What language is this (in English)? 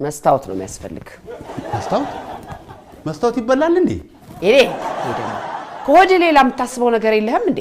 Amharic